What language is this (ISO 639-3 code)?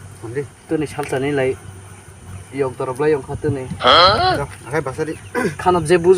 trp